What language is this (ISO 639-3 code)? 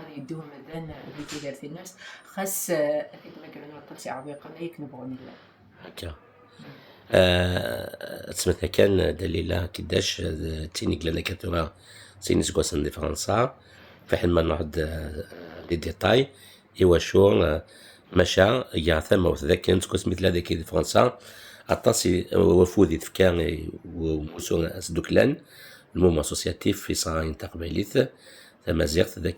kab